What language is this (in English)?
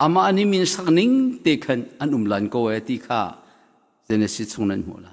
Hakha Chin